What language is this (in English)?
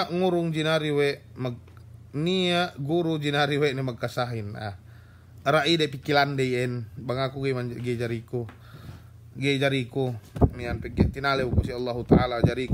Yakan